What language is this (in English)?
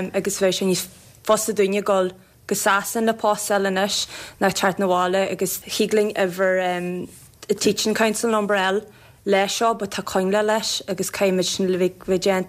Irish